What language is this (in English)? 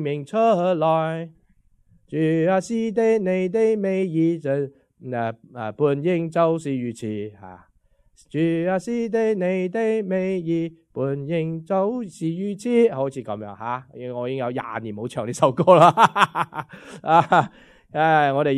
Cantonese